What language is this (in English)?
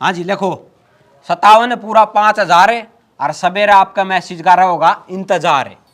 Haryanvi